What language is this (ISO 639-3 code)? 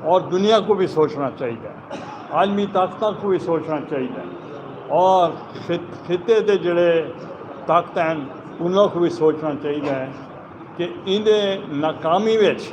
skr